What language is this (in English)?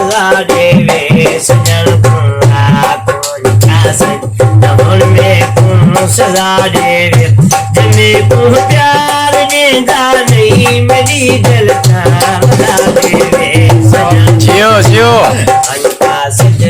Saraiki